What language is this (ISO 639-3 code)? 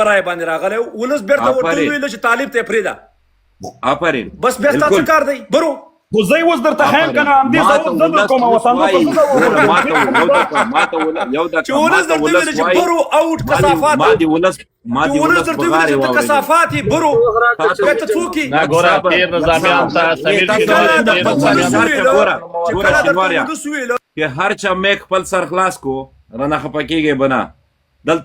pus